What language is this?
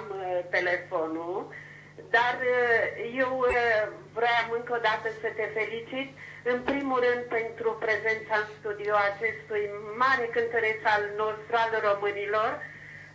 Romanian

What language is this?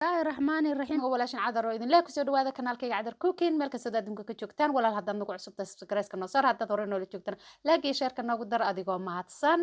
Somali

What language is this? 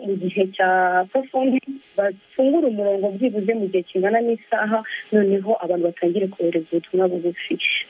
Kinyarwanda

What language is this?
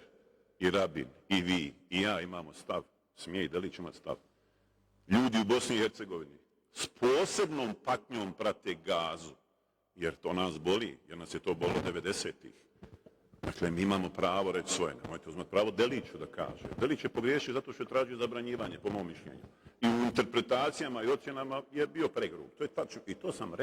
Bosnian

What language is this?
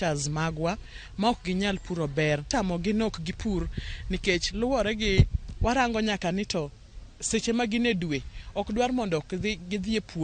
Luo (Kenya and Tanzania)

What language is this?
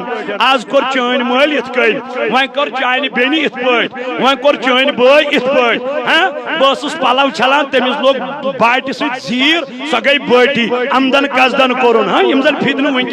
Kashmiri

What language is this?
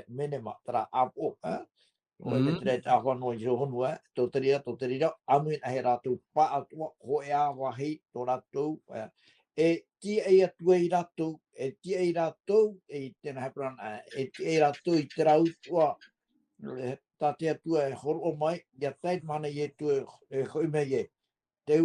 Tahitian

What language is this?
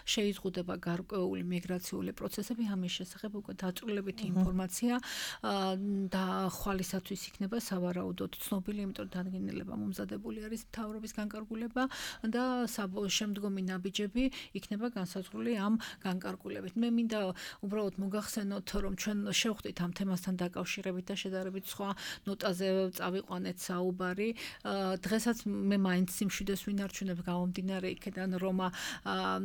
Georgian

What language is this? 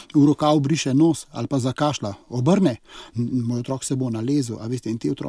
Slovenian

